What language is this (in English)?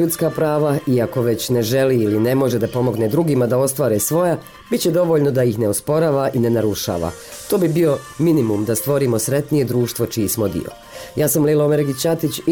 Bosnian